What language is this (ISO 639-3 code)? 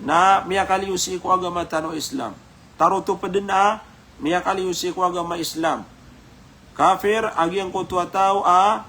mrw